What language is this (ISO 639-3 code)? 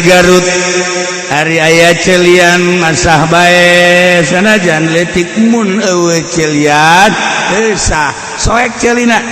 sun